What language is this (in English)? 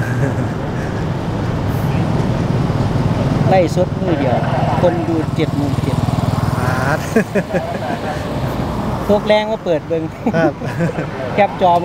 Thai